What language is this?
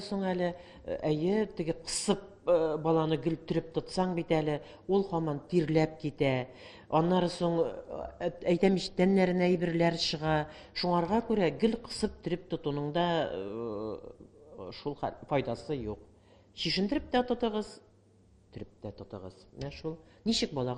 Tatar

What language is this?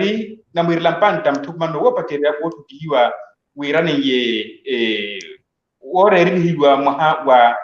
Makhuwa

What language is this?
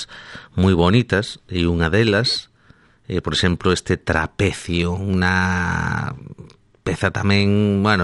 Galician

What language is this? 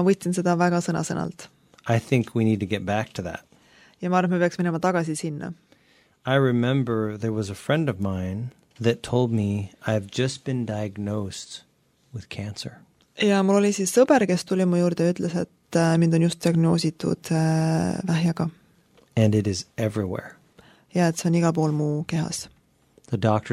Estonian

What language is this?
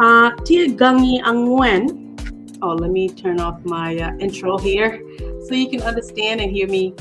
Acoli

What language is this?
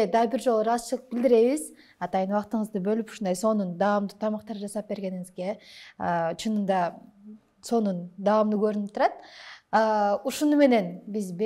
Kyrgyz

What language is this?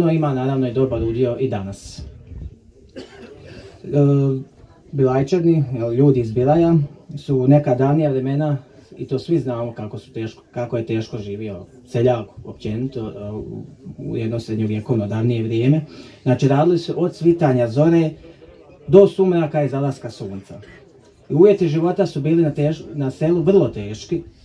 Croatian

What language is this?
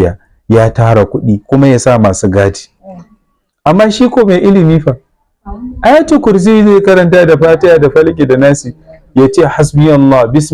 Hausa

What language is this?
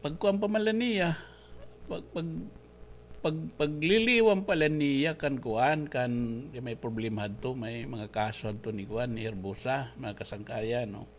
Waray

